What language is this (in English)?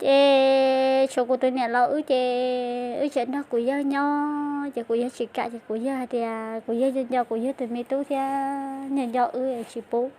Hmong